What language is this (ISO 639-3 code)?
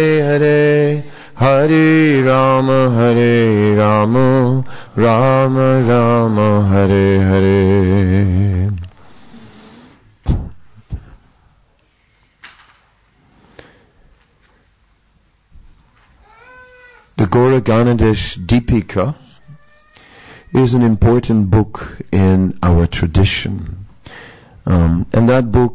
eng